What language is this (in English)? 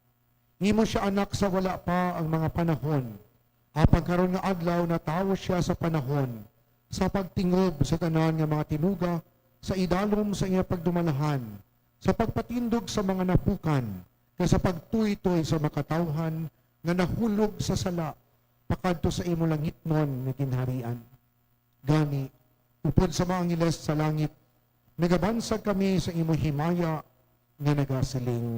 Hiligaynon